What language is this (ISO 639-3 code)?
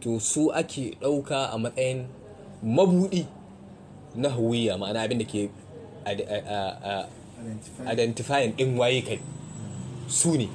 hau